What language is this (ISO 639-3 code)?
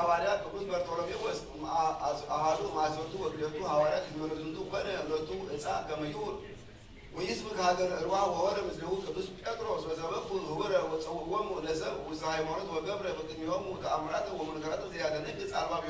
gez